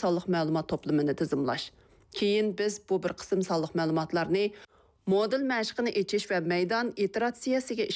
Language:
Uyghur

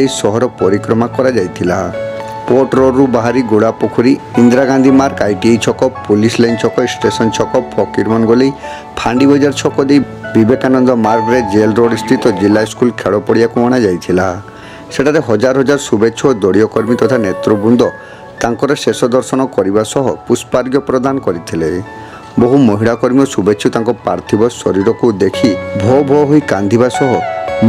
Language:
Odia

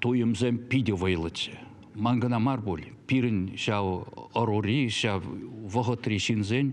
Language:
Chuvash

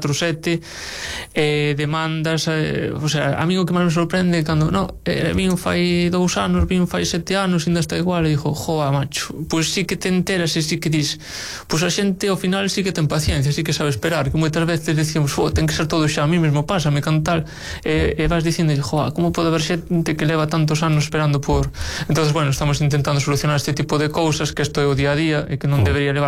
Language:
Galician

